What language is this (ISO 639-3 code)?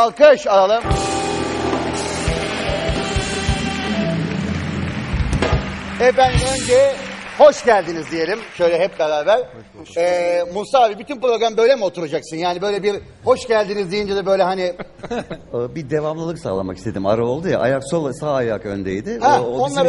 tur